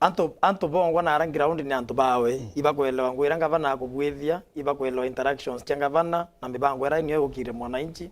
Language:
Meru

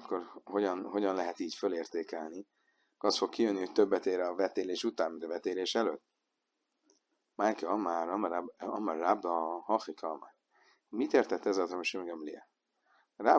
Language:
Hungarian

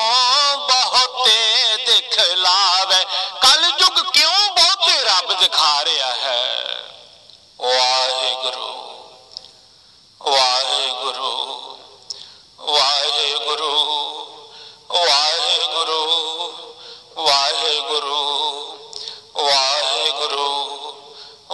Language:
Punjabi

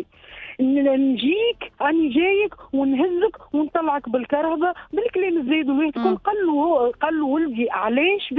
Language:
Tunisian Arabic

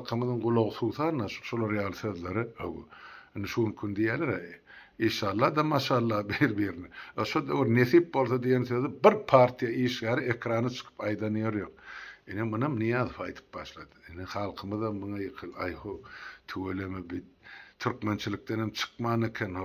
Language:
Turkmen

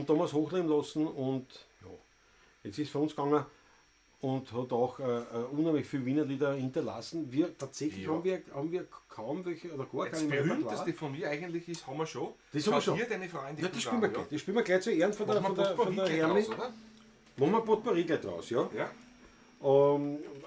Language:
Bavarian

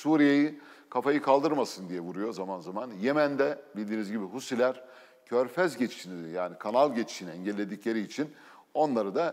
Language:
Turkish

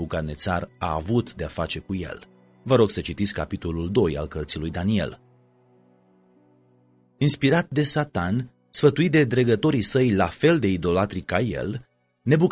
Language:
Romanian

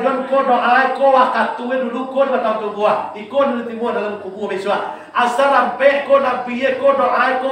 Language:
Minangkabau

